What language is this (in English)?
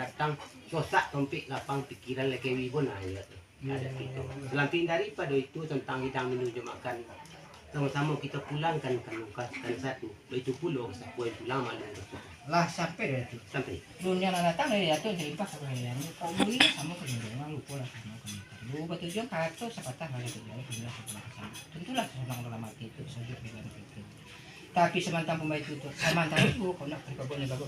Minangkabau